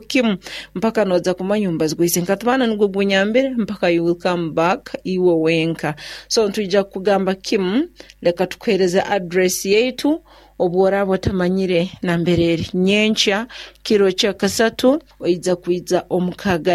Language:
Nyoro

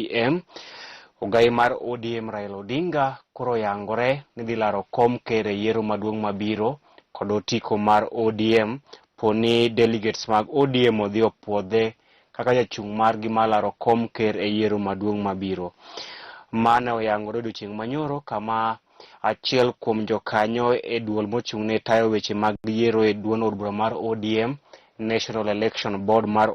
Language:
Luo (Kenya and Tanzania)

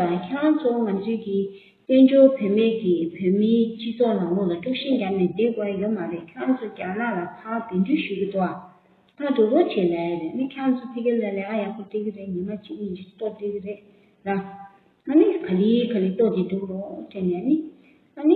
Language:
Tibetan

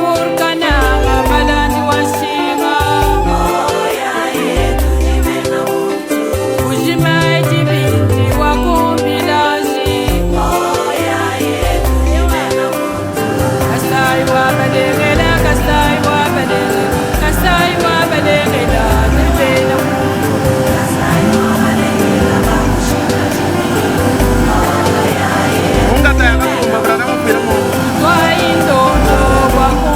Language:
Luba-Lulua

